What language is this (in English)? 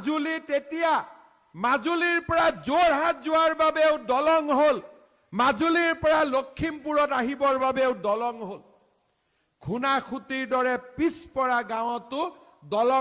Assamese